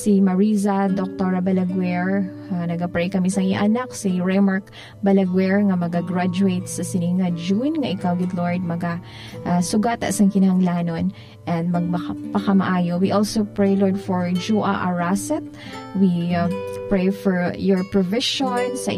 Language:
Hiligaynon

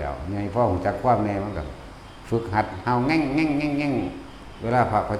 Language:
Northeastern Thai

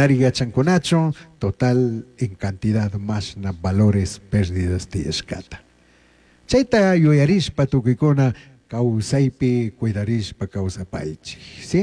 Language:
Chimborazo Highland Quichua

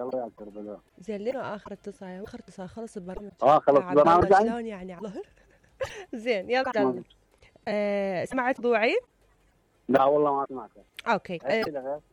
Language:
Mesopotamian Arabic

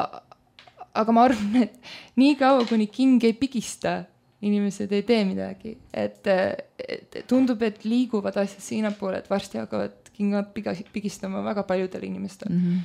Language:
Estonian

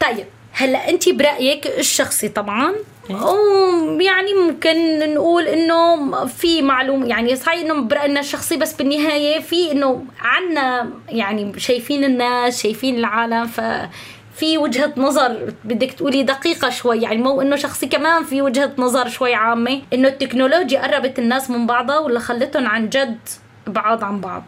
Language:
North Levantine Arabic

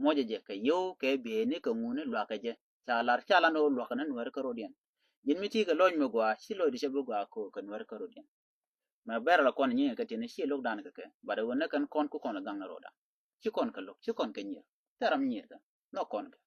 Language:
Nuer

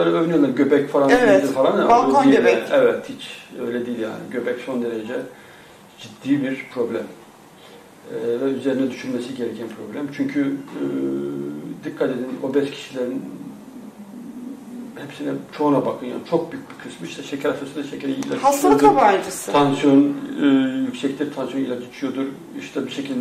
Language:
Turkish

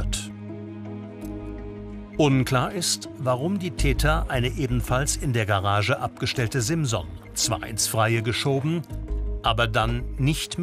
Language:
German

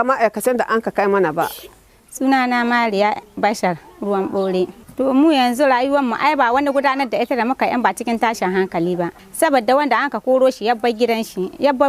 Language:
Hausa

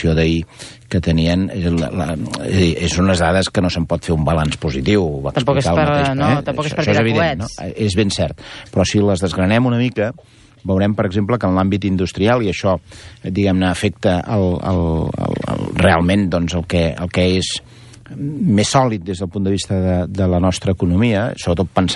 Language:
Catalan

